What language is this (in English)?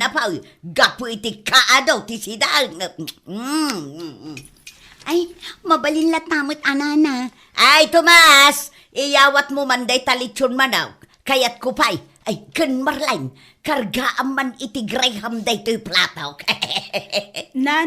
Iloko